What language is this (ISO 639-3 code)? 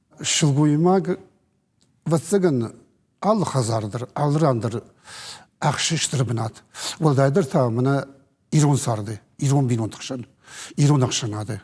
oss